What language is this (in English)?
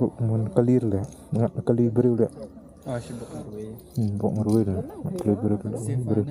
Khasi